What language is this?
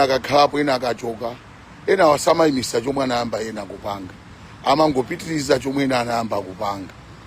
Nyanja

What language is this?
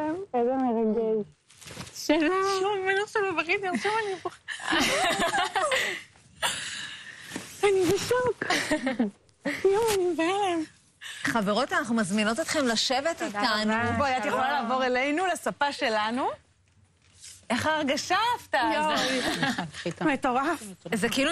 Hebrew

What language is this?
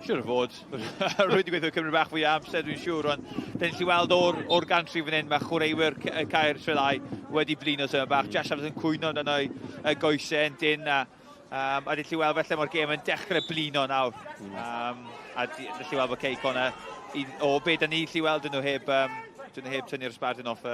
Welsh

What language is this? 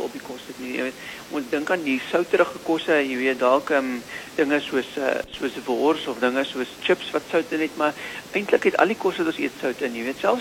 Afrikaans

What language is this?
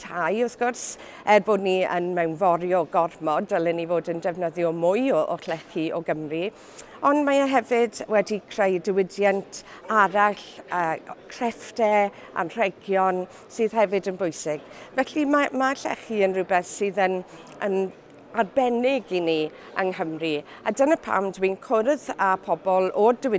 Welsh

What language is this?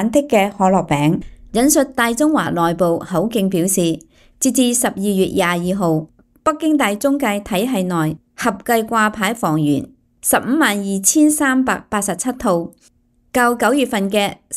Cantonese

